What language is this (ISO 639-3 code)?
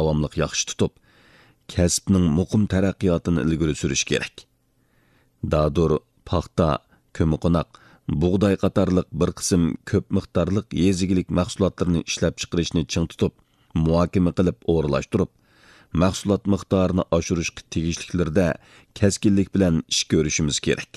uig